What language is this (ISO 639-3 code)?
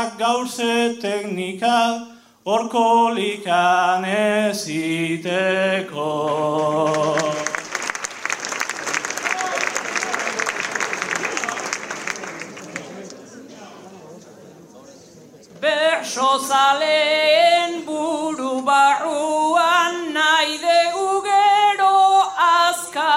eus